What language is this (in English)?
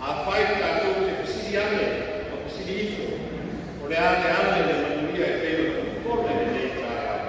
Samoan